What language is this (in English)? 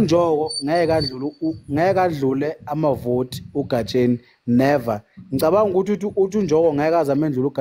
Zulu